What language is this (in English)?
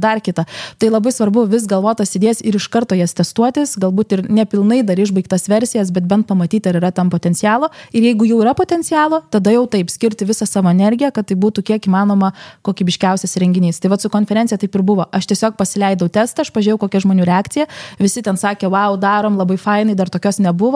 Lithuanian